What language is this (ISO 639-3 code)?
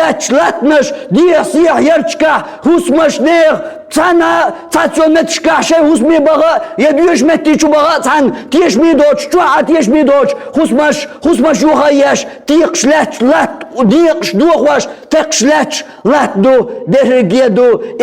che